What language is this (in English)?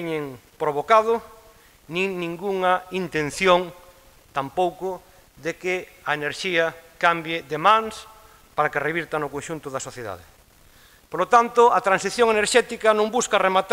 Galician